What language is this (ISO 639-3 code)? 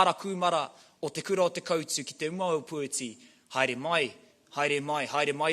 mri